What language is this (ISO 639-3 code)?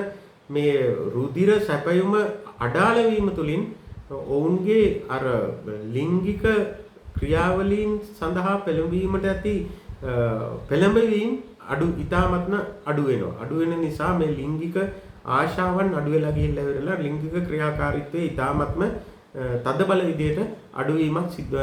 sin